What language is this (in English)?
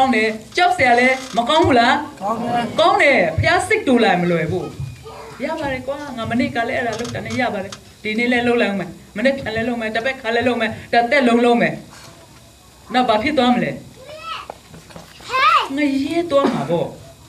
Burmese